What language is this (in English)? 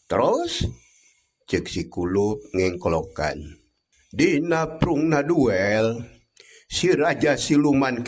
Sundanese